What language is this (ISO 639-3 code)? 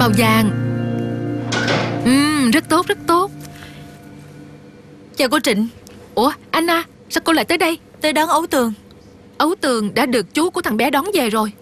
vie